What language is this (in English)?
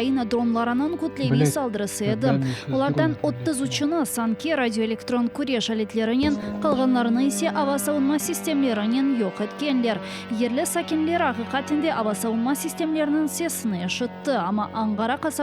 Crimean Tatar